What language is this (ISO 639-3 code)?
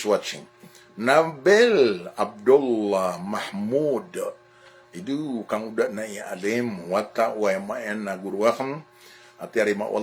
mrw